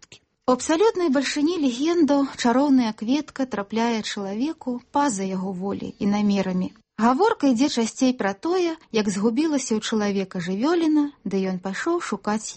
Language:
Belarusian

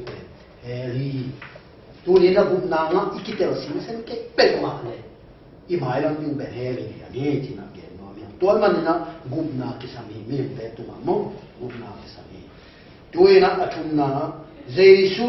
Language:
Tedim Chin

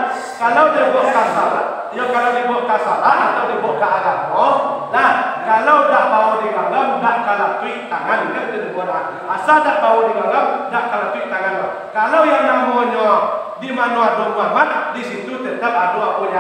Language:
Minangkabau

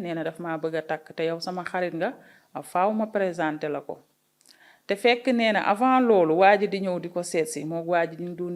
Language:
Wolof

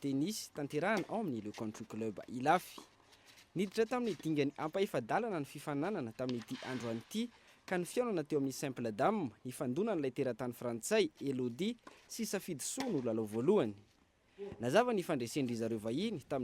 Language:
Malagasy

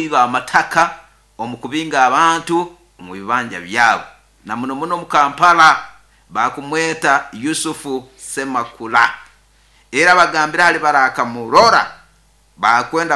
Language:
Nyoro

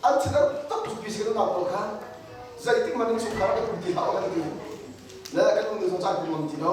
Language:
Hakha Chin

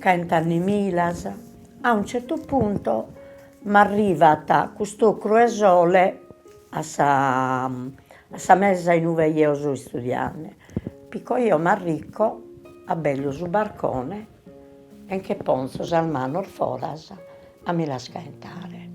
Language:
Sardinian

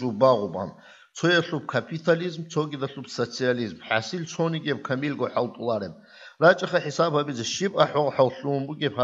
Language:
Avaric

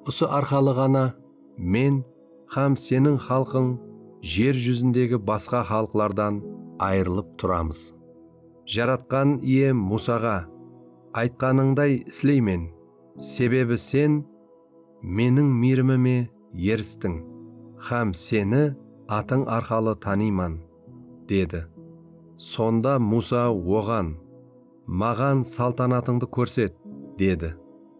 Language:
Kara-Kalpak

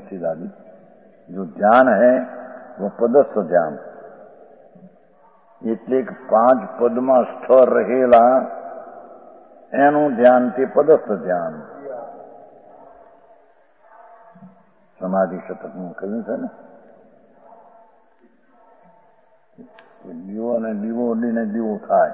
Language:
Gujarati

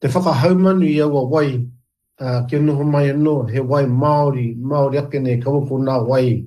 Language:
Māori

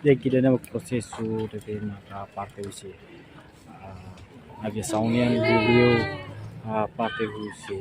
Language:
Tetum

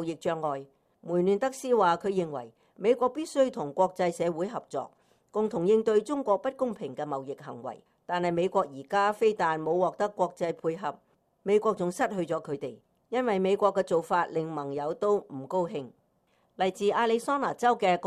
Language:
Cantonese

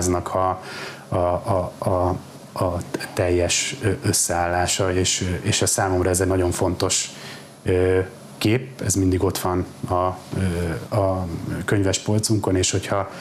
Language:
Hungarian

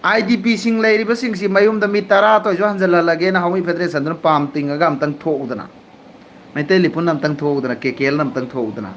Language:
Manipuri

